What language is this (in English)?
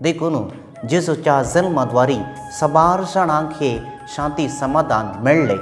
Konkani